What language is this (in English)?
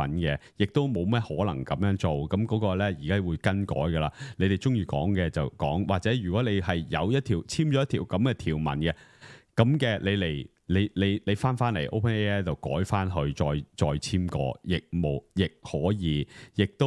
Cantonese